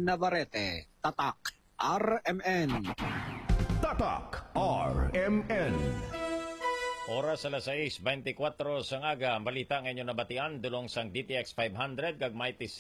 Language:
Hiligaynon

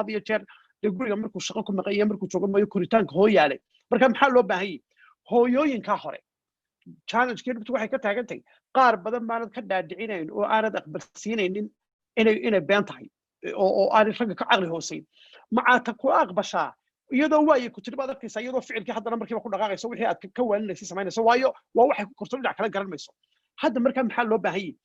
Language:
Somali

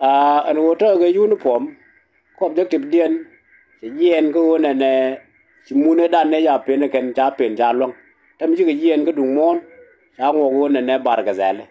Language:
Nuer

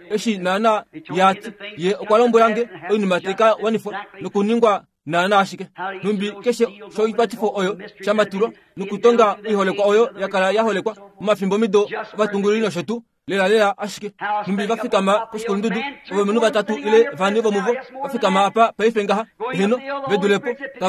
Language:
Kuanyama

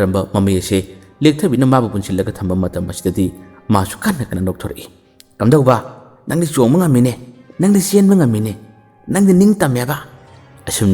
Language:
Manipuri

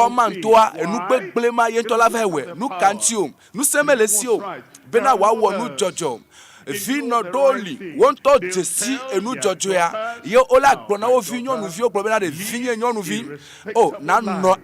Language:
Ewe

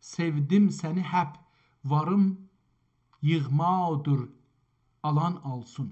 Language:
South Azerbaijani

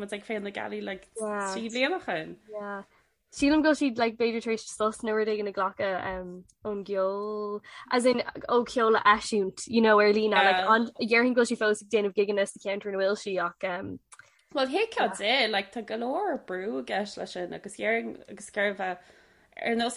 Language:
Irish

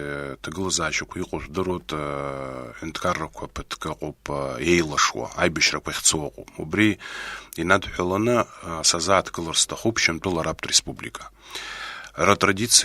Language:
Abkhazian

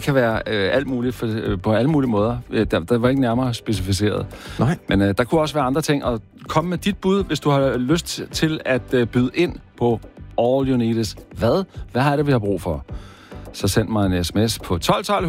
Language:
Danish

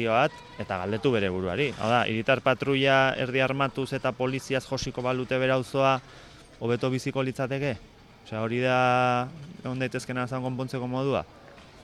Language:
Basque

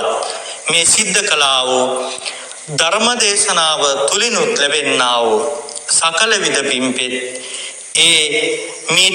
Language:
Sinhala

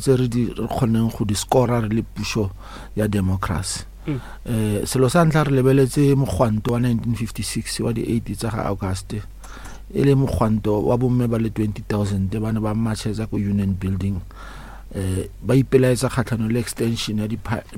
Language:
Northern Sotho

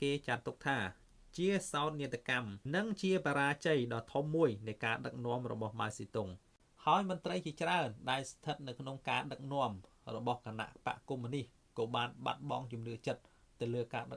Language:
Khmer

